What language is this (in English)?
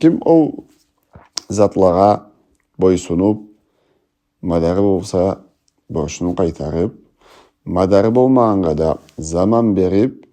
Karachay-Balkar